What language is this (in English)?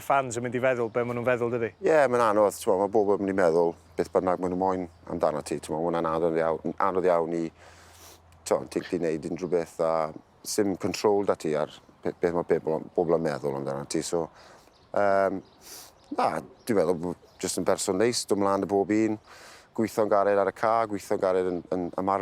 Welsh